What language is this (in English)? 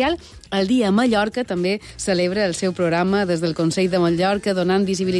Catalan